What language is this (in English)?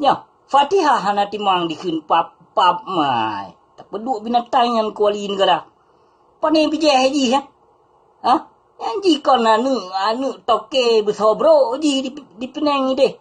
Achinese